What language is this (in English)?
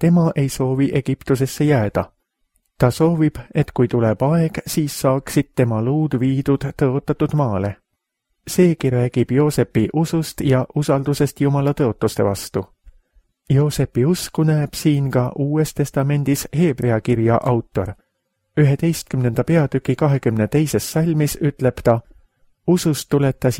Estonian